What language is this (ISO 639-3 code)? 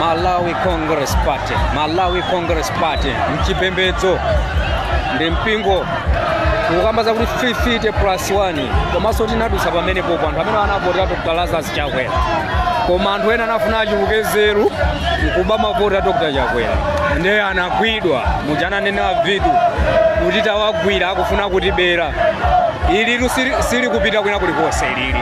nya